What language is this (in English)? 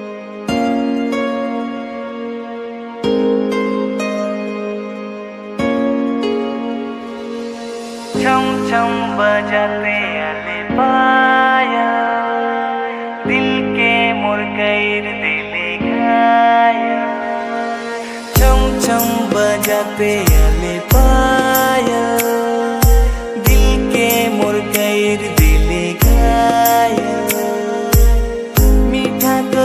Sadri